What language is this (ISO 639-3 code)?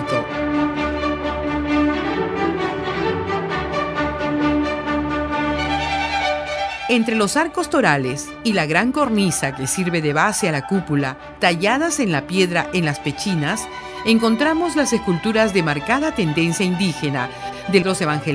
spa